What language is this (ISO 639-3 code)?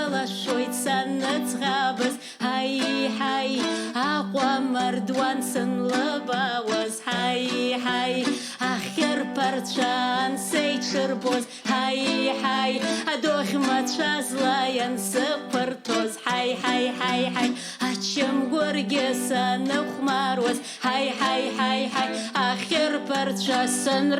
abk